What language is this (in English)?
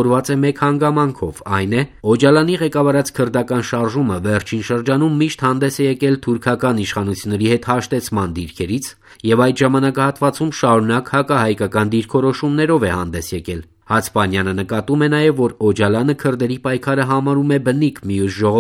Armenian